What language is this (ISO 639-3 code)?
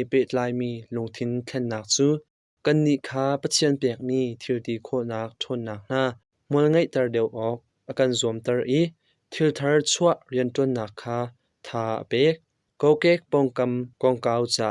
cnh